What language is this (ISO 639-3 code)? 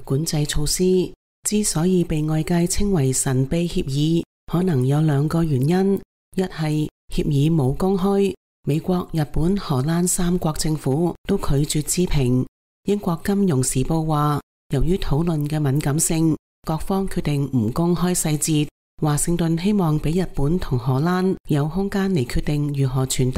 yue